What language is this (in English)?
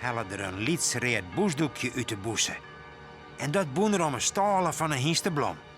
Western Frisian